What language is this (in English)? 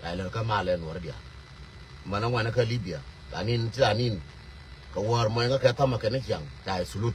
Nuer